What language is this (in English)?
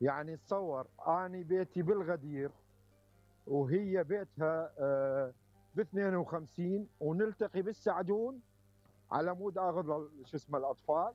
Mesopotamian Arabic